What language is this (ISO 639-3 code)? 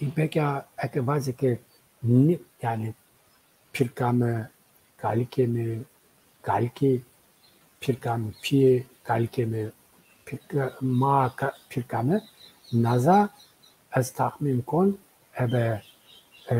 zza